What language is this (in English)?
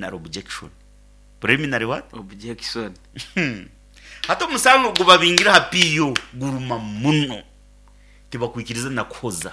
Nyoro